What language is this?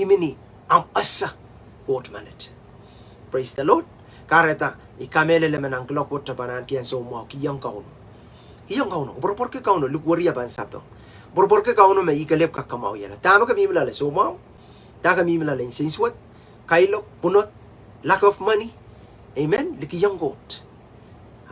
Pohnpeian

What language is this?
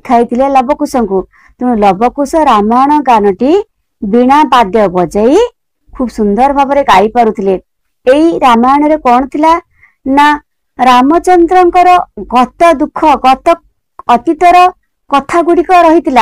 Odia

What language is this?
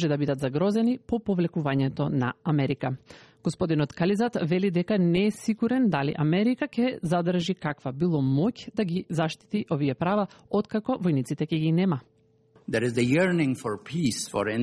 Macedonian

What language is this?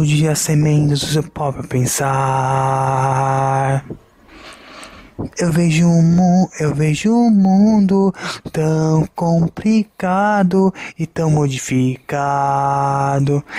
Portuguese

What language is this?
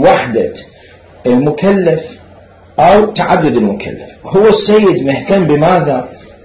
Mesopotamian Arabic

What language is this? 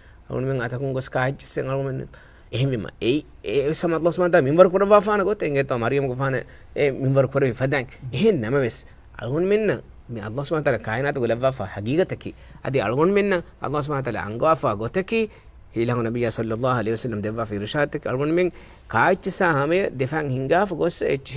Divehi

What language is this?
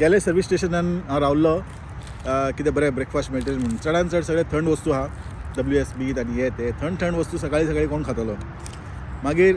Konkani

